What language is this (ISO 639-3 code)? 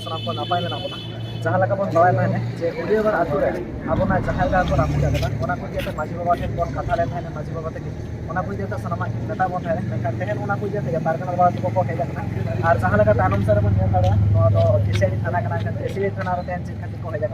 sat